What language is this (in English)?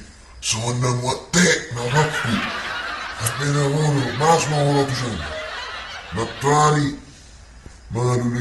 Batak Toba